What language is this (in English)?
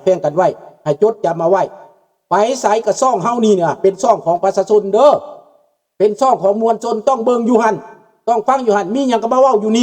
Lao